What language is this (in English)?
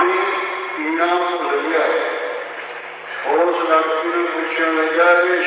Punjabi